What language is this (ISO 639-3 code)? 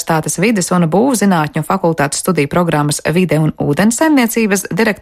lav